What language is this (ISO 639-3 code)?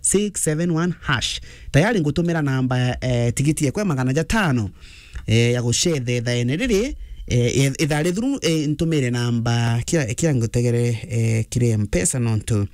mer